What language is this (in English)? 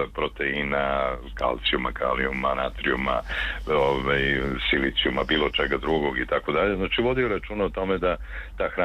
Serbian